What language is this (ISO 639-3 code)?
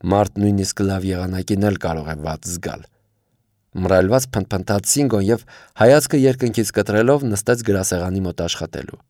hye